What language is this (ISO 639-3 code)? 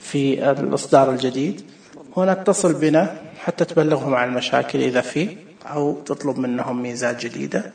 ars